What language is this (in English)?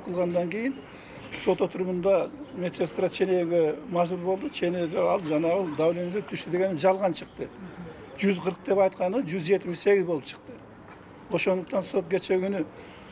Kyrgyz